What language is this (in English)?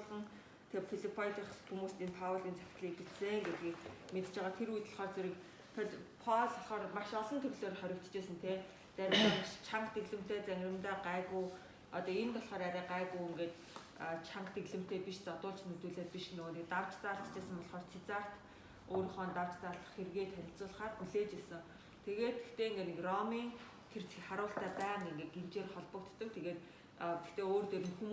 Mongolian